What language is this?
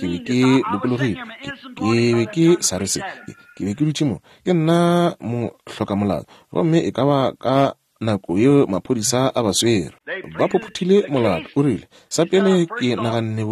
Northern Sotho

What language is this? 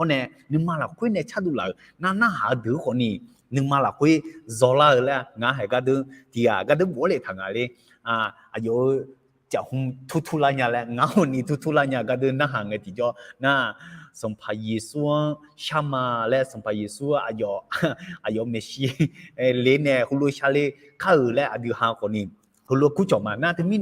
Akha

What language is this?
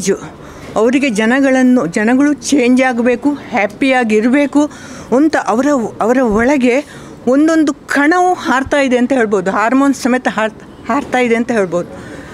Kannada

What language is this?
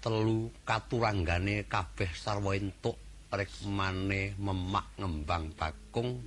Javanese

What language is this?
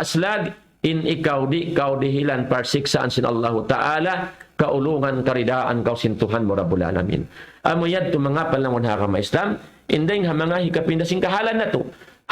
Tausug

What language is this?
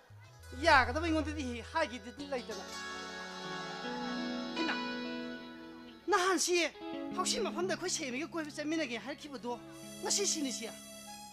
Korean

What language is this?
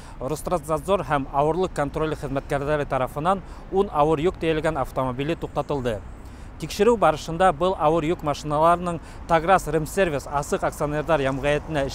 Bashkir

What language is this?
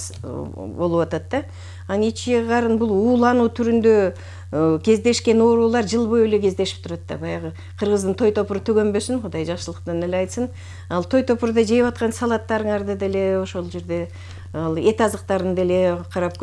Kyrgyz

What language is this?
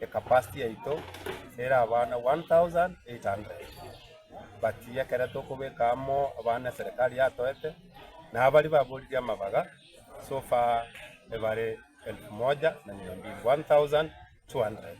Gusii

